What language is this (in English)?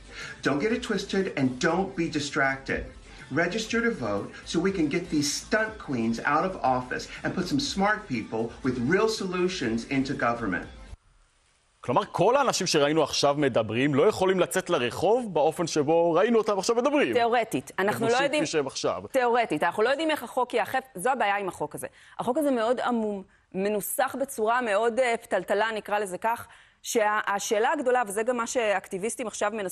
Hebrew